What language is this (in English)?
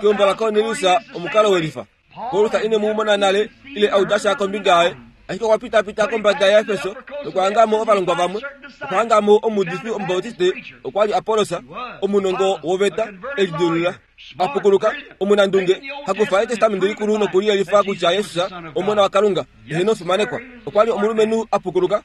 Kuanyama